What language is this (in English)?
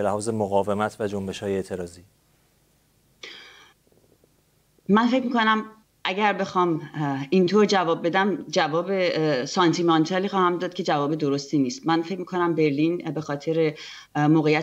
Persian